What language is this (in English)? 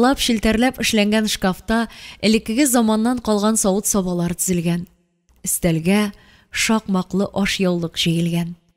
Tatar